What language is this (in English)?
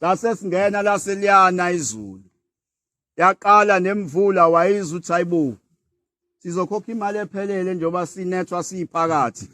Zulu